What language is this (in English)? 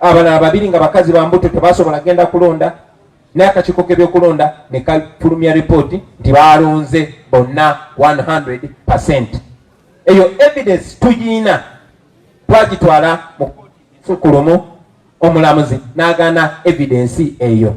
Ganda